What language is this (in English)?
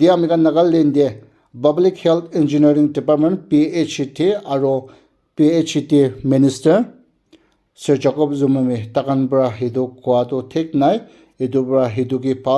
Naga Pidgin